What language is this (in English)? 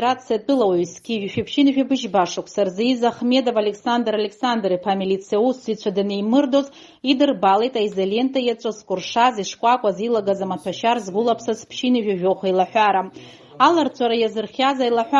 Abkhazian